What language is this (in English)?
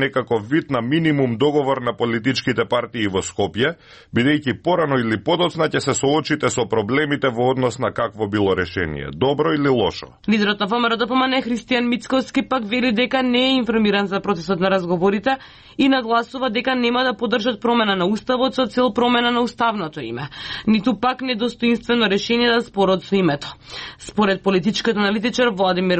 Macedonian